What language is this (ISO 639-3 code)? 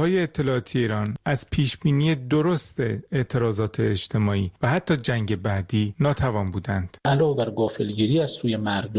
fas